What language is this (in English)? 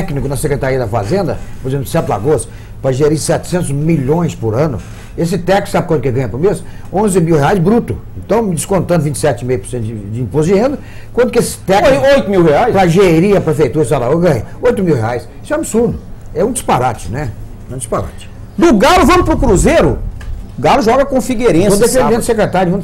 Portuguese